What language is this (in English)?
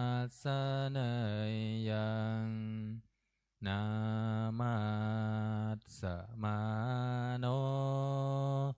Pali